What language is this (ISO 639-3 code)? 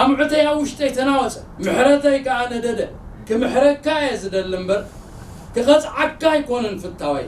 tir